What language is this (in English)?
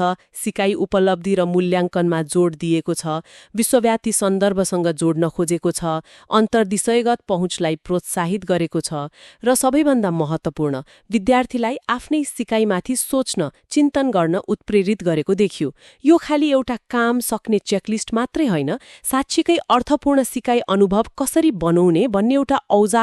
Nepali